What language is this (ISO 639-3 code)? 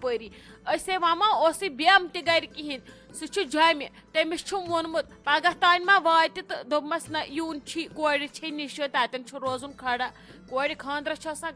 kas